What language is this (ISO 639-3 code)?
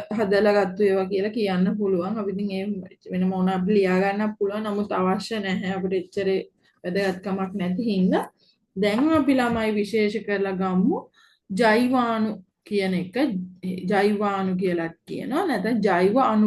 sin